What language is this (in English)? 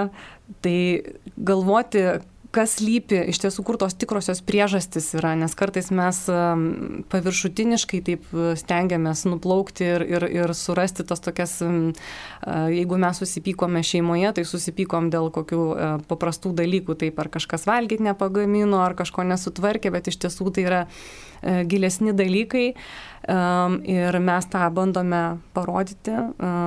Lithuanian